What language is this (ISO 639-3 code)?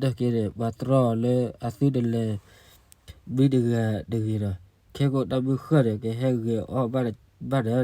ksw